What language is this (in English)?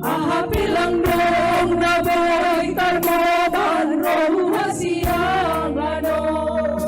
Batak Simalungun